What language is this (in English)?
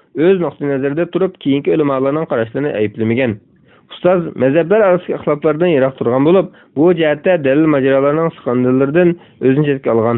Uyghur